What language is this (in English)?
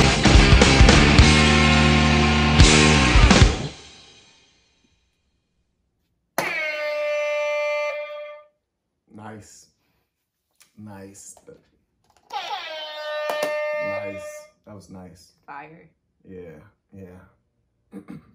English